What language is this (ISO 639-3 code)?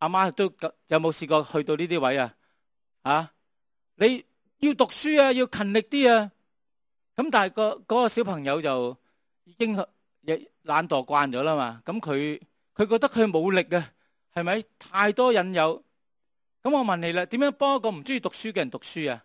yue